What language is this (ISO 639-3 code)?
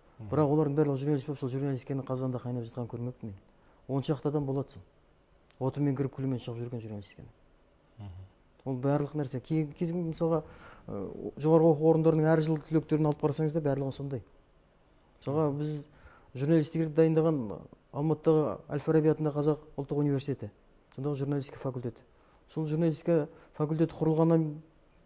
kaz